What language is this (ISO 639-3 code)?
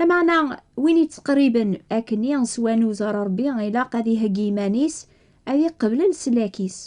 kab